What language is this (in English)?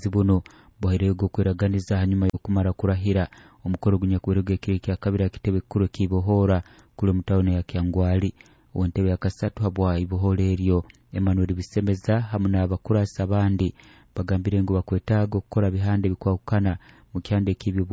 Nyoro